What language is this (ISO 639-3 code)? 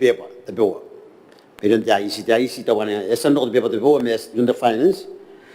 gil